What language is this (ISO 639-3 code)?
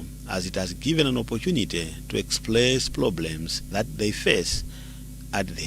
eng